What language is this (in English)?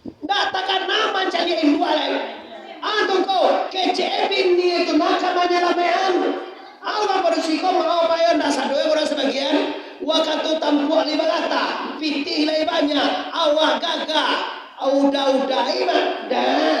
Minangkabau